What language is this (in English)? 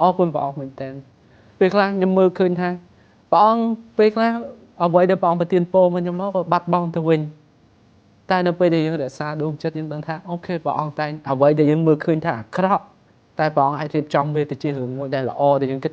Khmer